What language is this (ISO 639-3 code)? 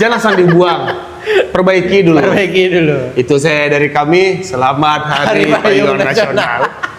min